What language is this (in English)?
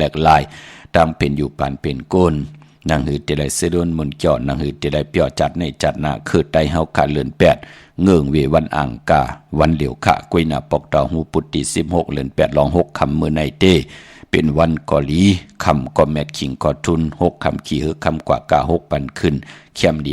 Shan